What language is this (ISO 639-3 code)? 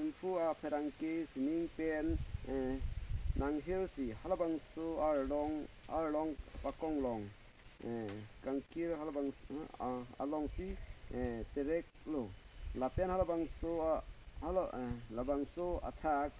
mjw